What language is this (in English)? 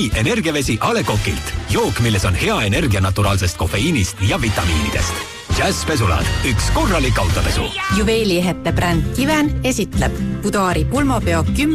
Estonian